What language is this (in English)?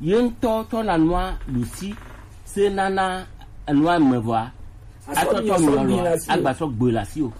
Gen